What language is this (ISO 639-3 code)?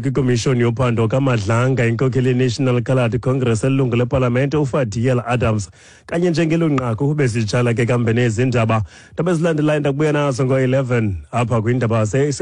xho